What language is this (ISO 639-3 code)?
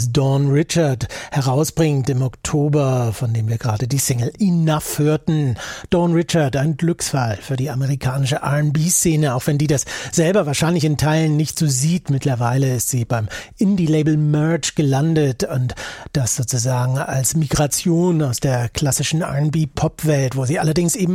deu